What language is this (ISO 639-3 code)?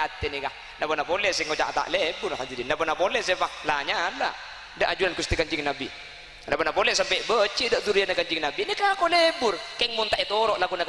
mad